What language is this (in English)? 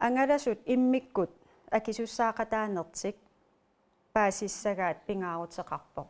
Kalaallisut